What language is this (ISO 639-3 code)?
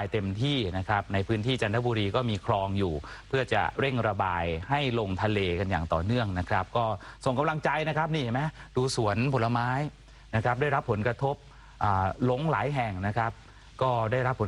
tha